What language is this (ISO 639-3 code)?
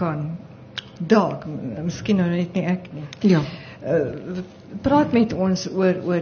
afr